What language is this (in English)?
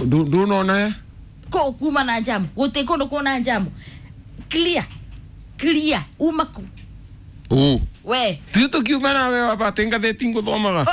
Kikuyu